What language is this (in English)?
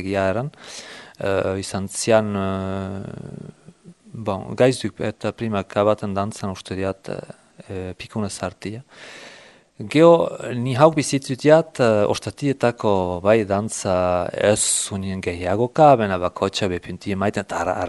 Basque